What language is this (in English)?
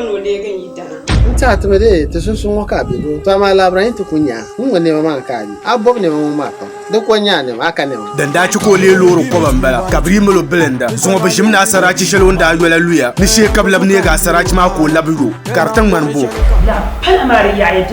Dagbani